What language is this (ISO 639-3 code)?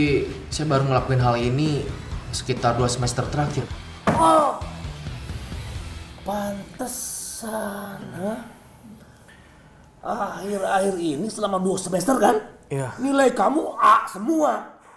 ind